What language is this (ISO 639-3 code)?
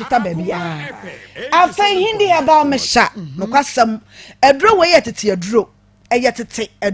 aka